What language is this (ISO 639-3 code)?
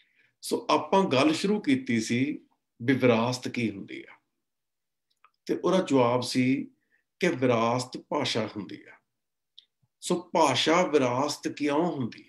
pan